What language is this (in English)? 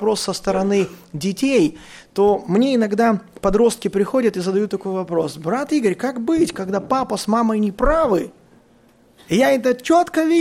Russian